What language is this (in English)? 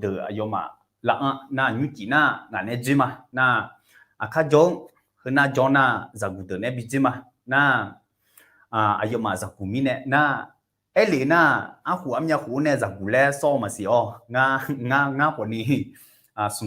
Akha